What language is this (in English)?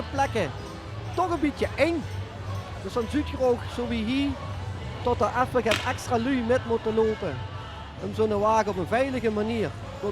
Limburgish